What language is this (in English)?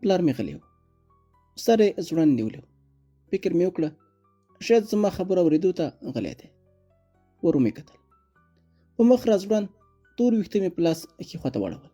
Pashto